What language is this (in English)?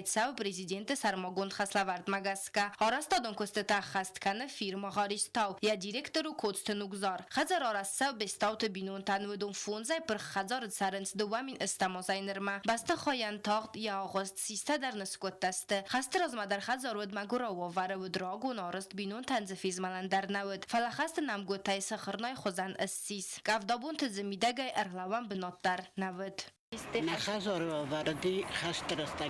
Ossetic